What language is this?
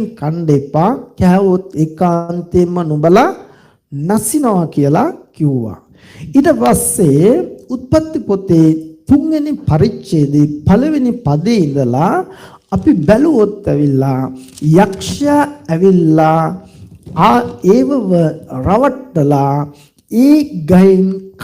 Sinhala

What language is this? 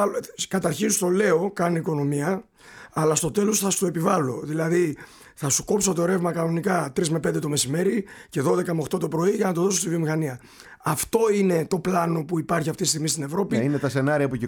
Greek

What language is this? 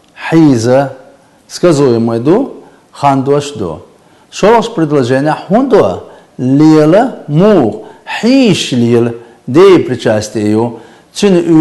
Chechen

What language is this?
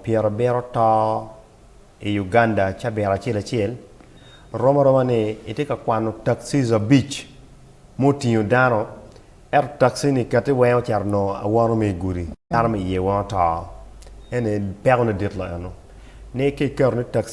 Acoli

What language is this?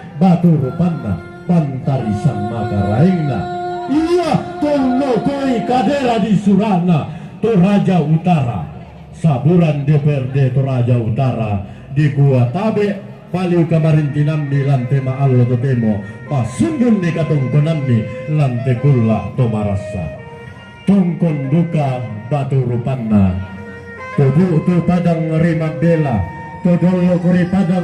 Toraja-Sa'dan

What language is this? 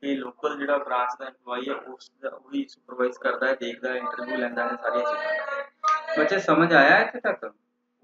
Punjabi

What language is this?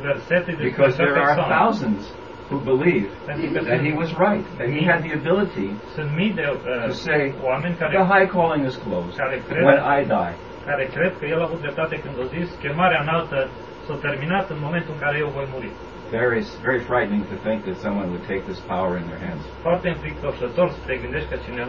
Romanian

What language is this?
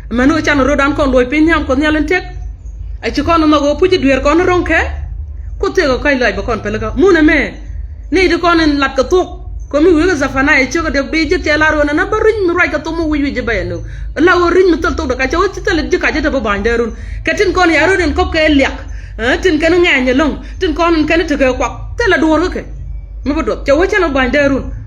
Nuer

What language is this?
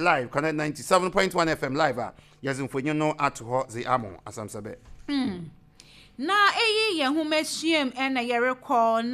Akan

